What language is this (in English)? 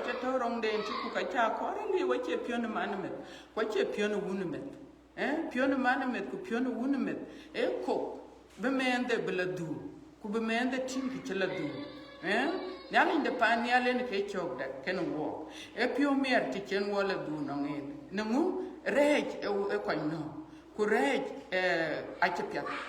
Dinka